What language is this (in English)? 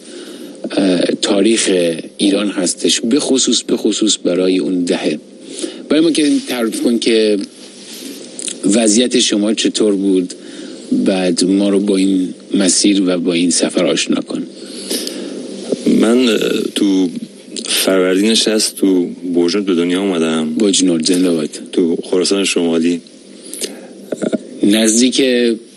Persian